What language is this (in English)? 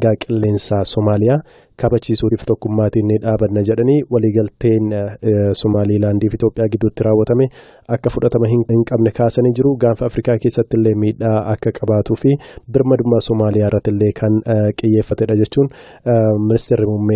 Oromo